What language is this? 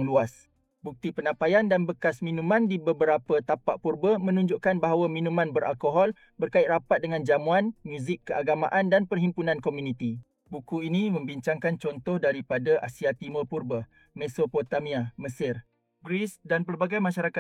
Malay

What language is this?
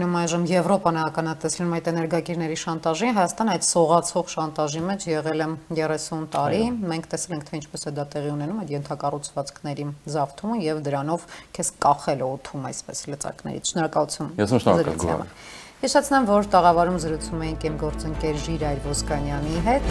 Armenian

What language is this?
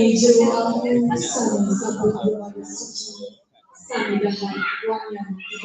Balinese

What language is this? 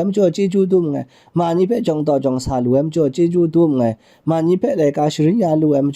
Kachin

